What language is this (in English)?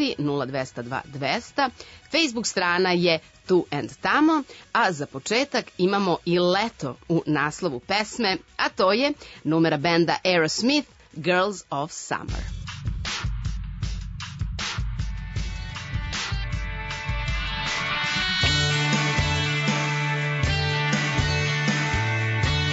Serbian